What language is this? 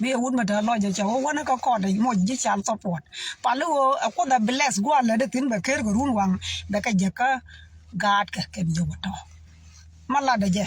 Nuer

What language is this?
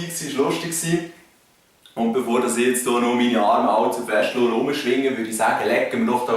Swiss German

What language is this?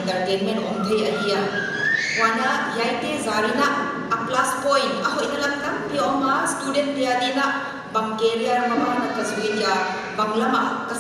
Paite Chin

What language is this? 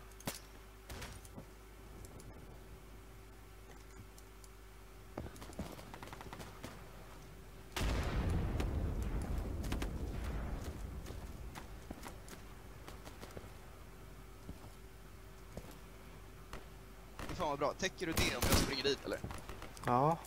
Swedish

